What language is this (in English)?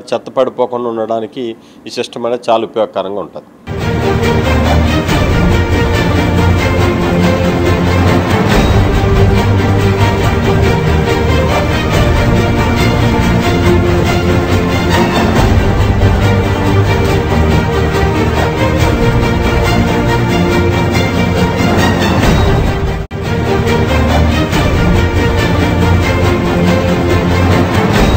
Telugu